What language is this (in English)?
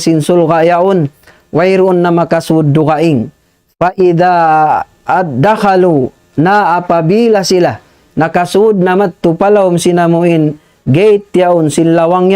Tausug